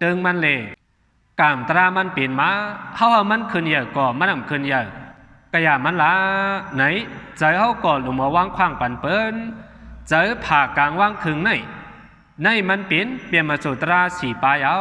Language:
Shan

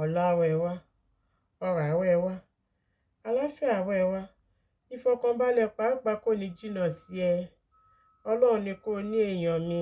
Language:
Yoruba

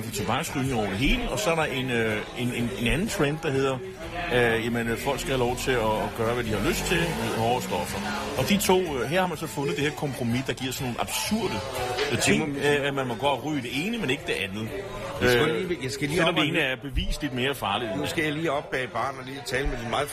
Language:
Danish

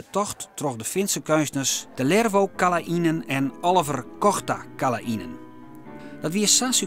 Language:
Western Frisian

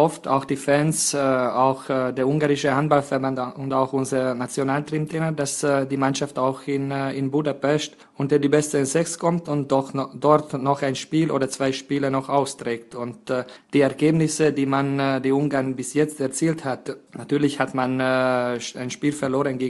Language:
German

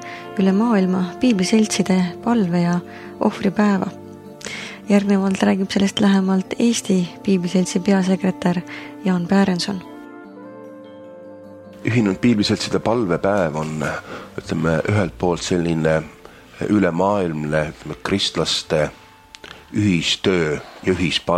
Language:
Estonian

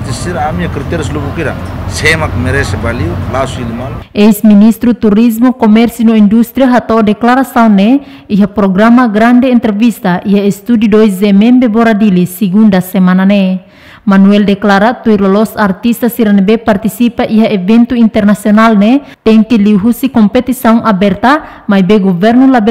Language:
Tetum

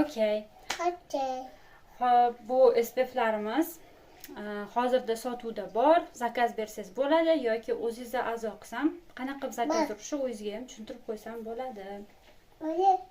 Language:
Uzbek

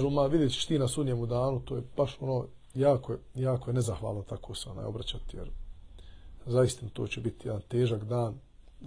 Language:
Bosnian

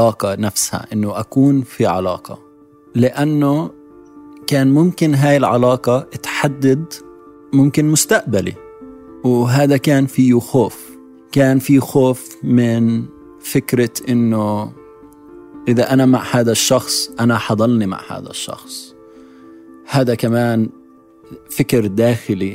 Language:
North Levantine Arabic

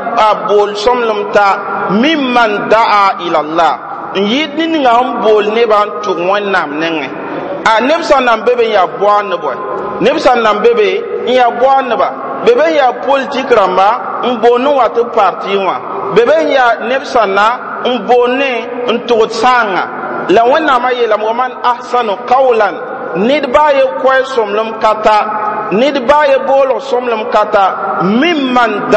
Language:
Mossi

